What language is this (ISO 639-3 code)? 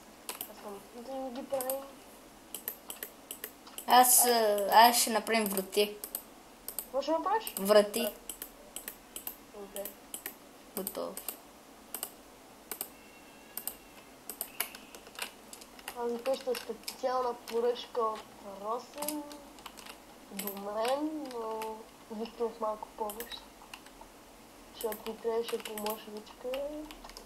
bul